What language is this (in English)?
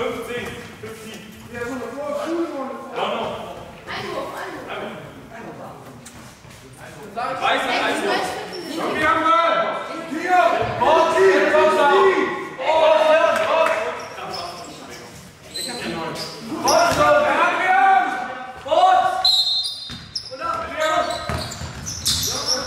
German